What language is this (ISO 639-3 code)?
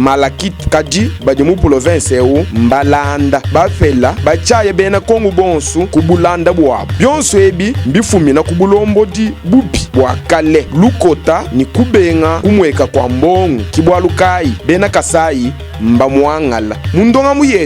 lua